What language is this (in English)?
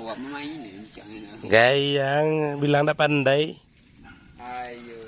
Minangkabau